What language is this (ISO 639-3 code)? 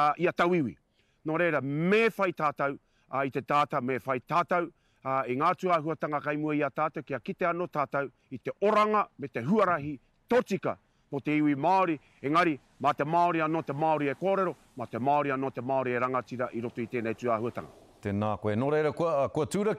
mri